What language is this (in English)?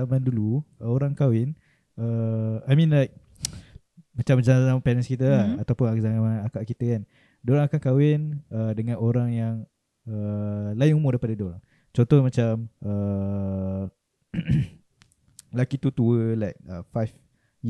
Malay